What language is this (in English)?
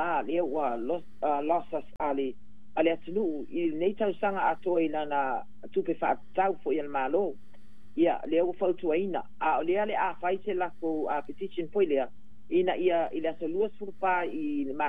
Samoan